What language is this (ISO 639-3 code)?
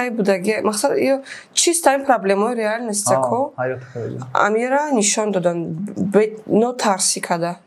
tgk